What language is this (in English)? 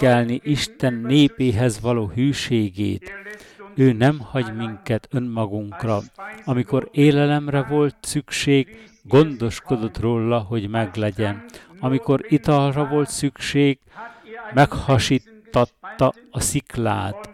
Hungarian